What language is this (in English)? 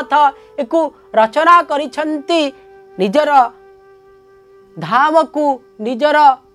Odia